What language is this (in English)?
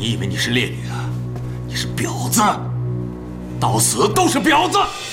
Chinese